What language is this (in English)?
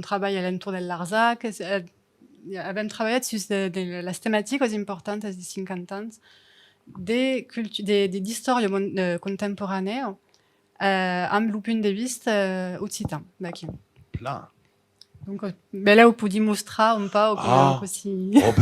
Occitan